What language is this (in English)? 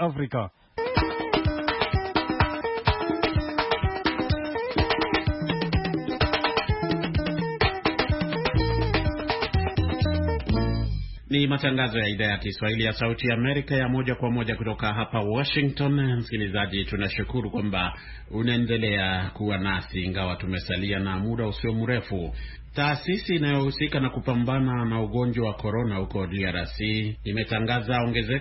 Swahili